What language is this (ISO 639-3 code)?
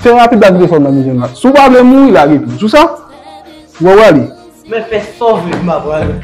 hat